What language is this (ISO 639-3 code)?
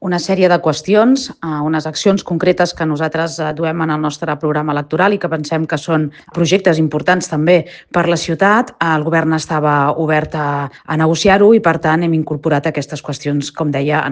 cat